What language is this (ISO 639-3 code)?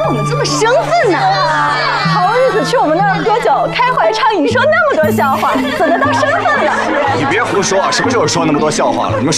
zho